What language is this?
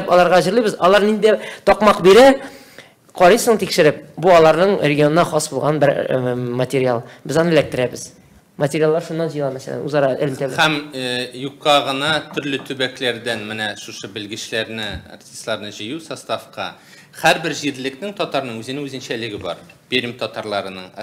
Tatar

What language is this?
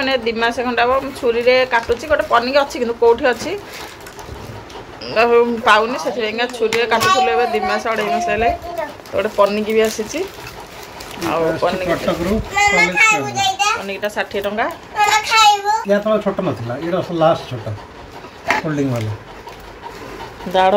Odia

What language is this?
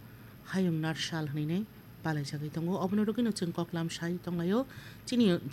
Kok Borok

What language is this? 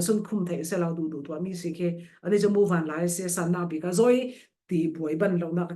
Falam Chin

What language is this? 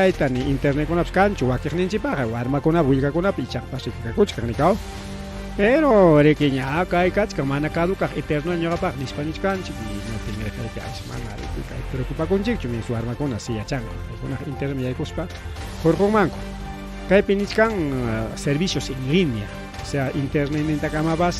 Ayacucho Quechua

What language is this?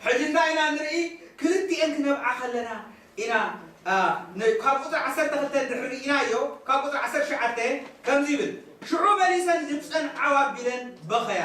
Tigrinya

